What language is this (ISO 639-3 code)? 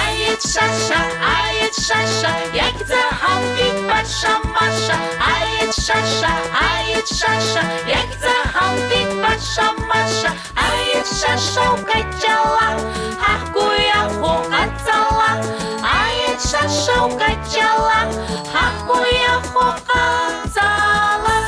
abk